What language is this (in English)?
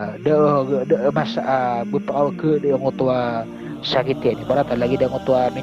Maranao